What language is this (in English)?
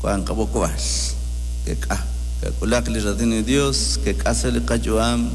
Kekchí